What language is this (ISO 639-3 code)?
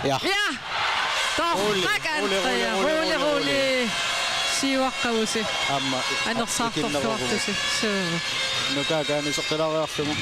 kal